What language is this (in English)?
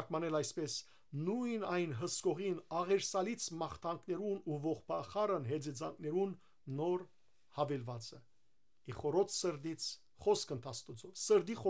Western Armenian